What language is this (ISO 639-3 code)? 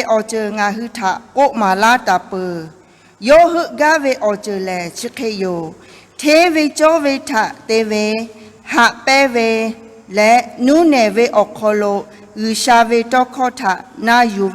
lhu